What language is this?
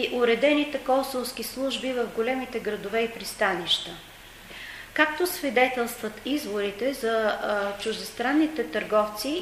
Bulgarian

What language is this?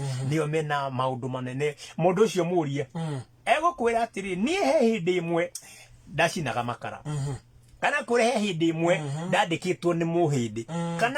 Kikuyu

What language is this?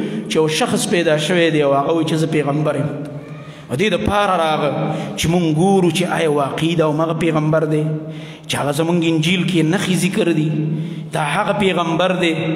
Pashto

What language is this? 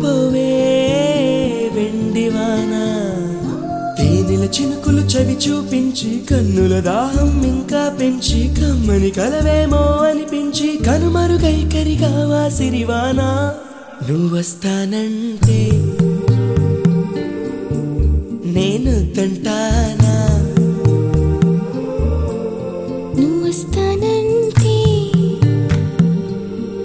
Telugu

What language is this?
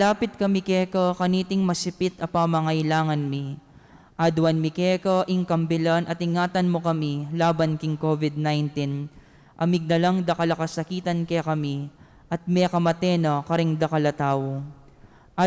Pampanga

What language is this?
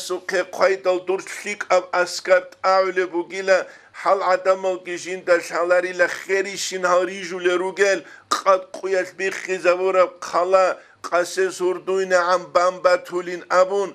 Avaric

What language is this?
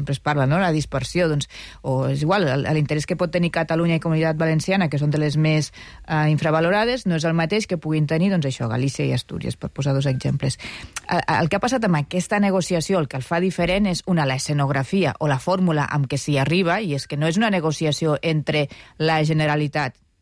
Catalan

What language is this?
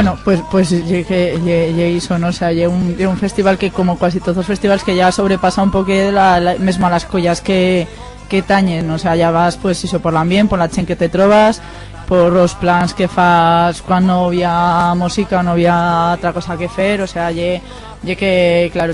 Aragonese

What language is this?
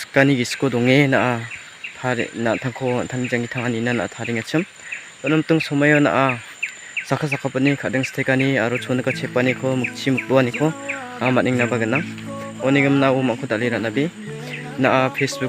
Garo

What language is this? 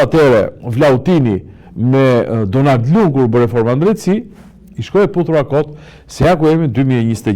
Albanian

